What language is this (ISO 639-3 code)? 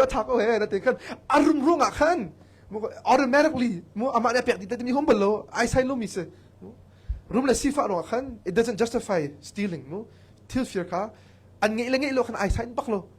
cnh